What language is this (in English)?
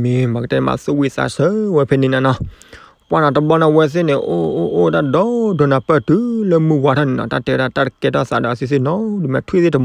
S'gaw Karen